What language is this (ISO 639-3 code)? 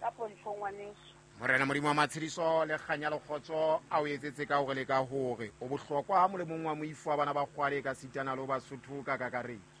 sot